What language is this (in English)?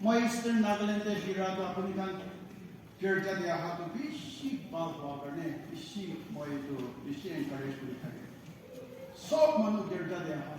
Naga Pidgin